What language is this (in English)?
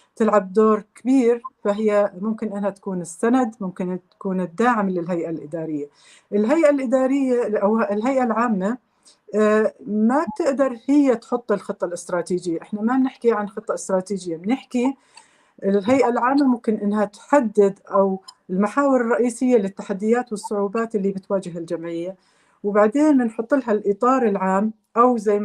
North Levantine Arabic